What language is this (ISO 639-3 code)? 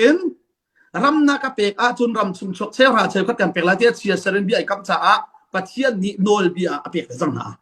cnh